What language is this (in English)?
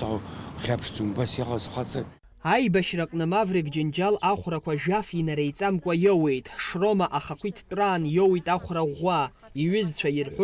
Abkhazian